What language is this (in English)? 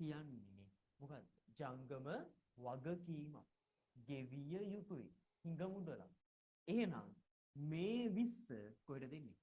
Sinhala